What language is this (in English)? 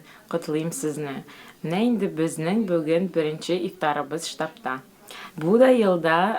Tatar